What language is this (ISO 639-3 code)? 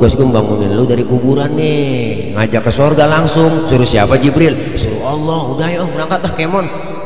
bew